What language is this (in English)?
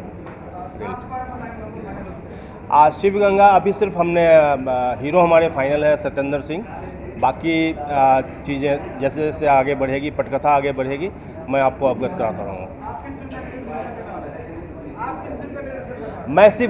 Hindi